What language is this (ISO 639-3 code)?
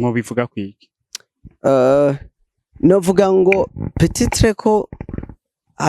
run